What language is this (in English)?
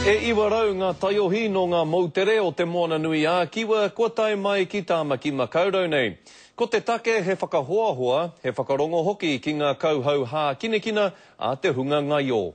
Māori